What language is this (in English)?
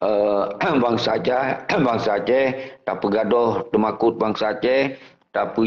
Achinese